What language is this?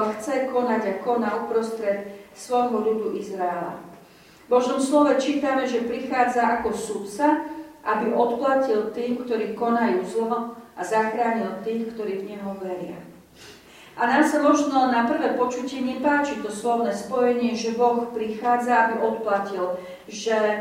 Slovak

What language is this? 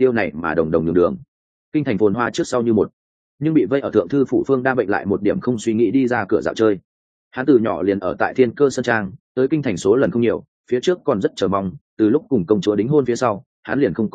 Vietnamese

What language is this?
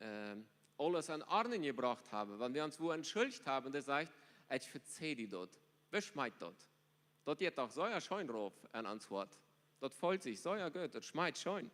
Plautdietsch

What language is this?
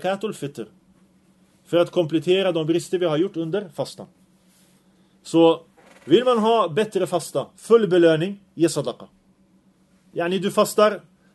Swedish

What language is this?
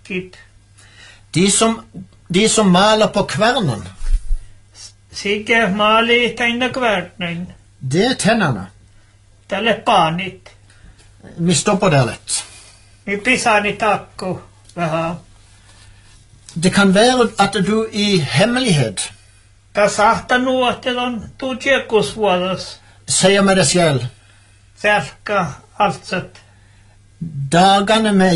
Norwegian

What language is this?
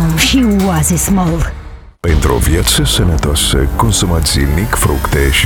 Romanian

